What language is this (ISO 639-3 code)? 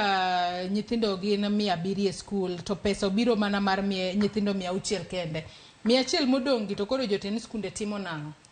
luo